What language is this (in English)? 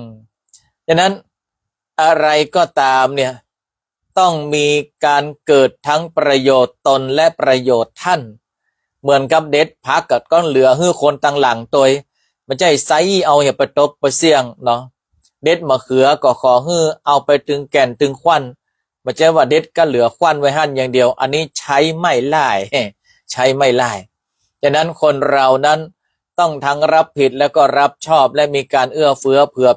Northern Thai